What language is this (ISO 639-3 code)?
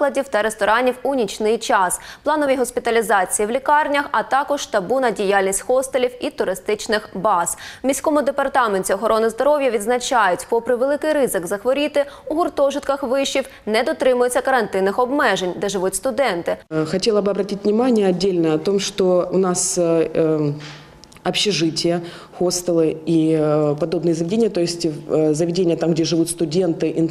ukr